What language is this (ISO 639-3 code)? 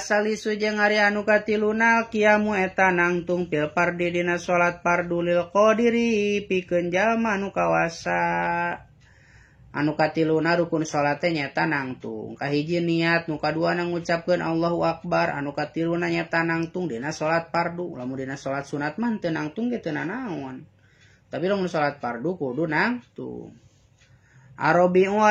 sun